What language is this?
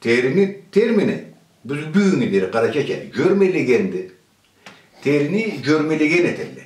Karachay-Balkar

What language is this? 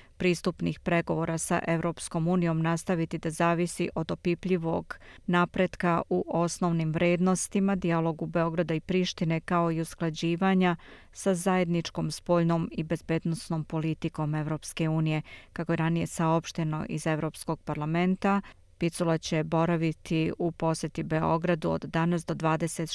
Bosnian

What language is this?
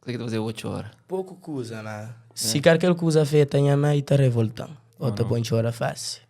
Kabuverdianu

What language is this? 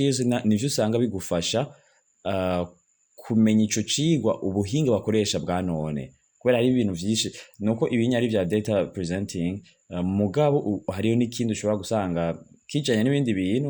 Rundi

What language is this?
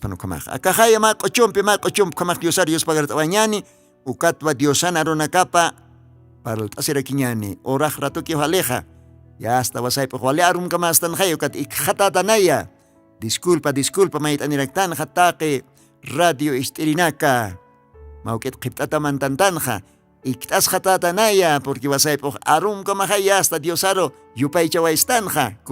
Aymara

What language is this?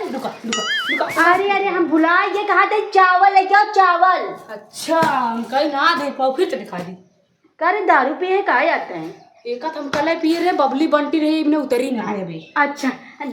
Awadhi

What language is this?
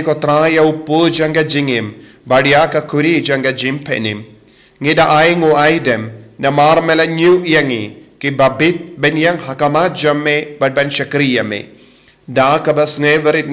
Khasi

